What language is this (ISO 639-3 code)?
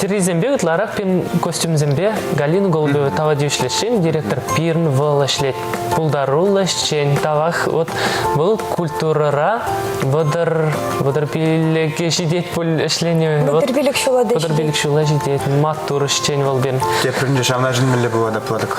chv